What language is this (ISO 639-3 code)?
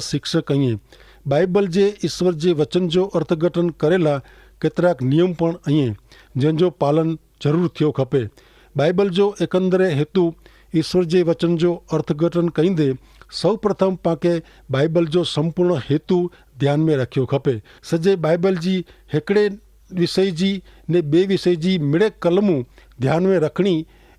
kfr